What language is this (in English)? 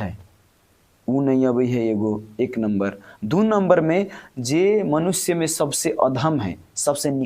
Maithili